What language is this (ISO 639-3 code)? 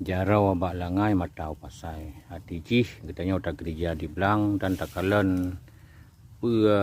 ace